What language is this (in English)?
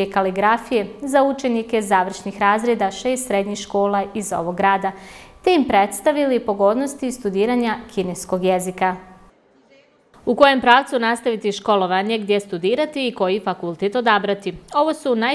Bosnian